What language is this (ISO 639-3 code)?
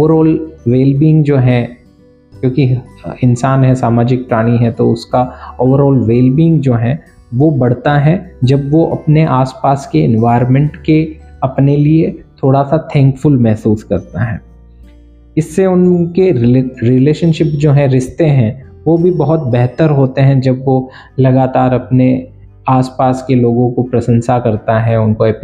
hin